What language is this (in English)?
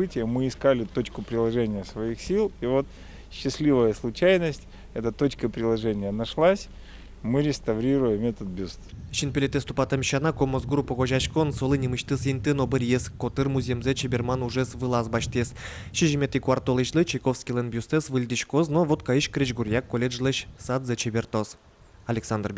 Udmurt